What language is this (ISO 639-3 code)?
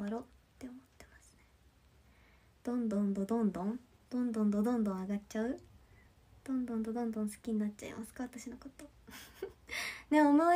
jpn